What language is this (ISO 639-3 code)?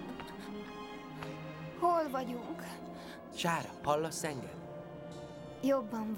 hun